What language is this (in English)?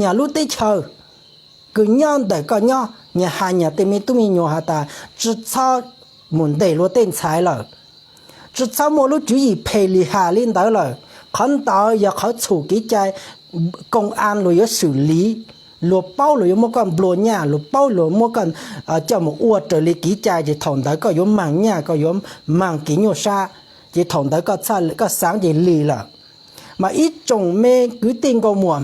Hmong